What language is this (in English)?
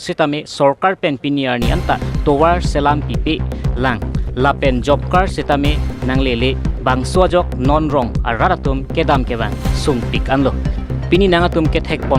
Karbi